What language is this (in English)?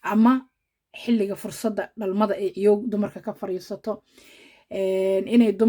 Somali